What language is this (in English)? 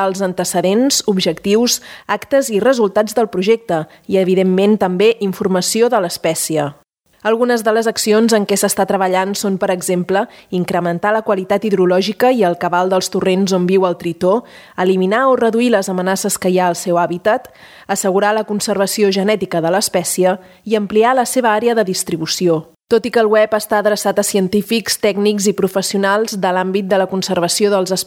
Catalan